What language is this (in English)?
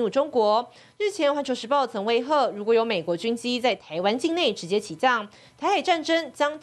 Chinese